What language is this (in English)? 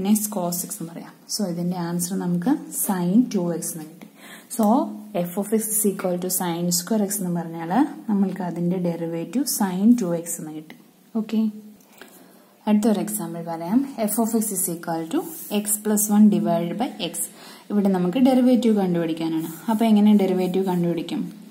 Malayalam